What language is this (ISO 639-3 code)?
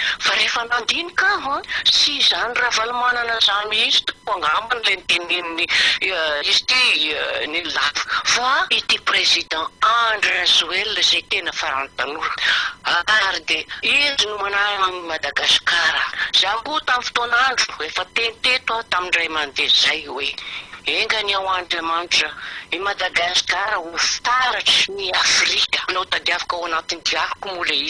mlg